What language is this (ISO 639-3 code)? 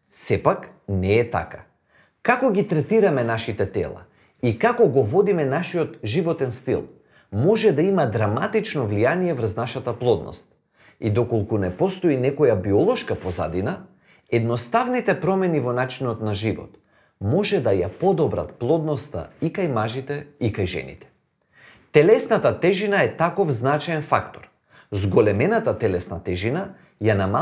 mkd